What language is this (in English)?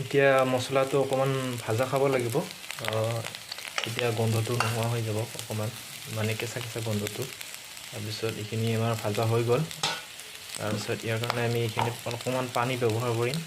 Assamese